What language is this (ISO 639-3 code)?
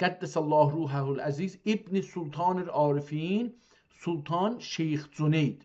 azb